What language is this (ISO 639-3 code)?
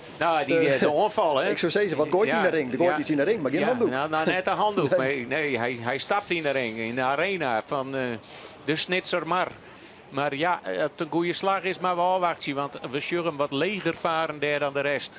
fry